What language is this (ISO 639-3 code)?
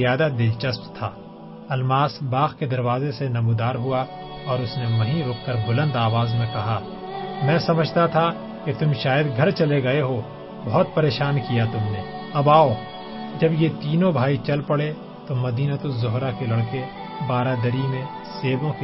urd